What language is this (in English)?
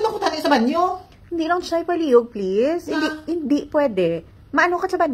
Hiligaynon